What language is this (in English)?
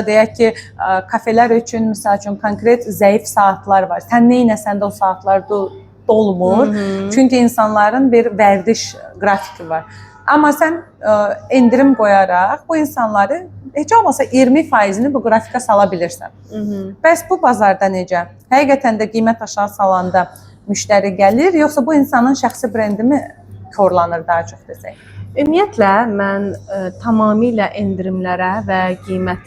Azerbaijani